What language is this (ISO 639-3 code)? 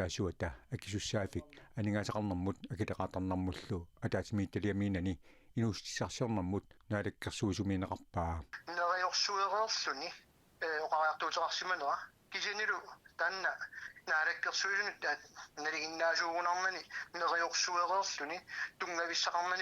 kal